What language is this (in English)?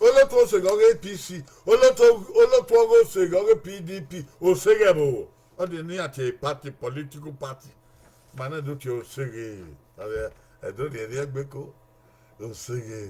Bini